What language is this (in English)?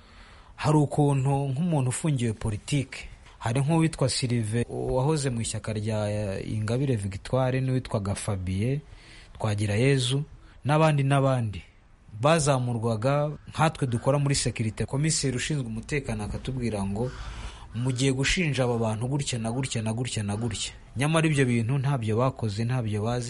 Kinyarwanda